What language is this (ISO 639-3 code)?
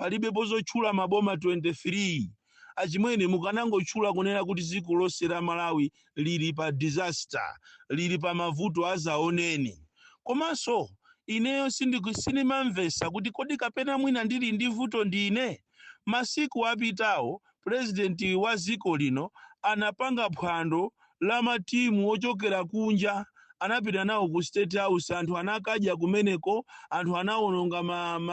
nya